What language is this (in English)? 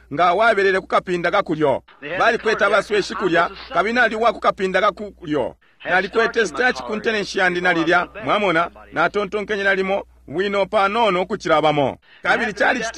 Bemba